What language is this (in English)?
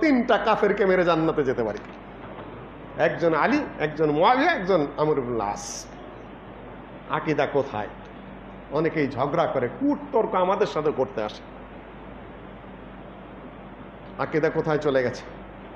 Bangla